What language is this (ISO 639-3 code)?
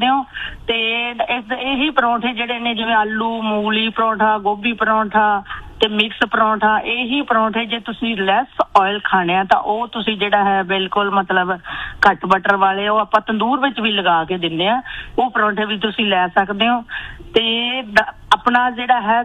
pan